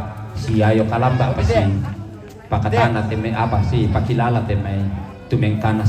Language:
Toraja-Sa'dan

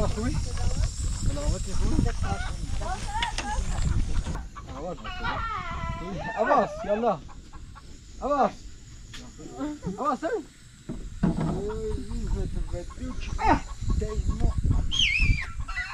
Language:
Persian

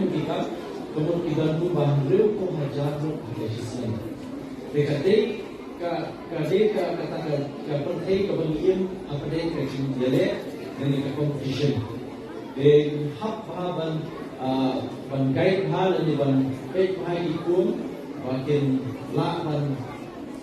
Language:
Khasi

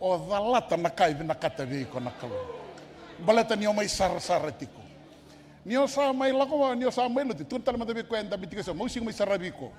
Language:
Fijian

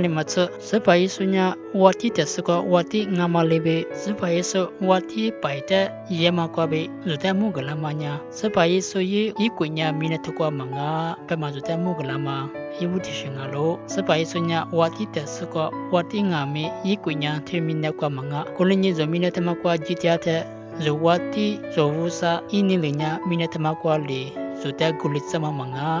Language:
Lisu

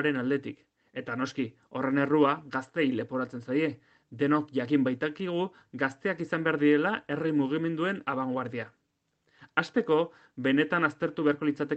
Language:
Basque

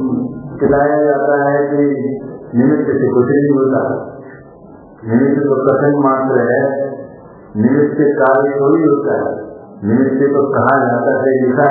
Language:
Hindi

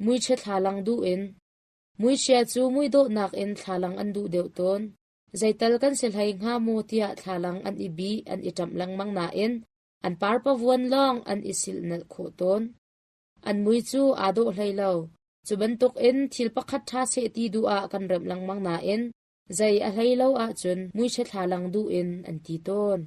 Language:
Hakha Chin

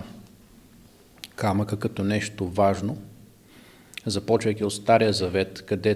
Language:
Bulgarian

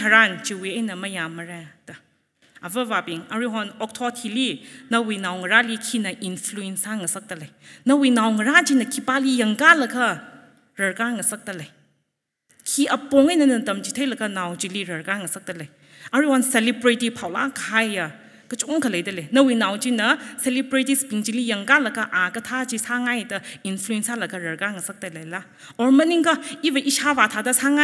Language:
Tangkhul Naga (India)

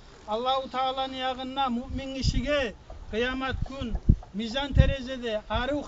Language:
Kumyk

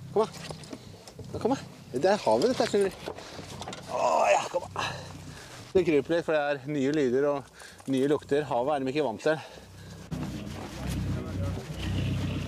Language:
Norwegian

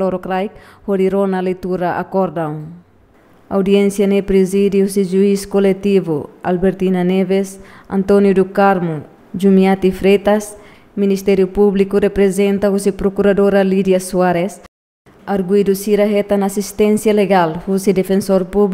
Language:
Tetum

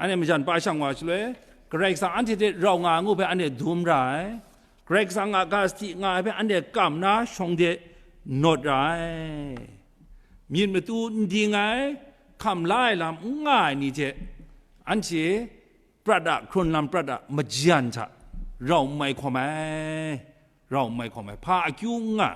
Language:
Kachin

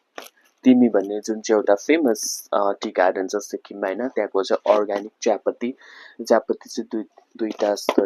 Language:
Nepali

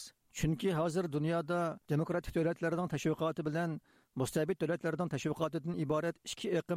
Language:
Uyghur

